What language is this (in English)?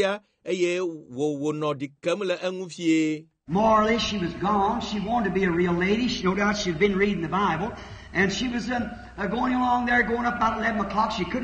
Ewe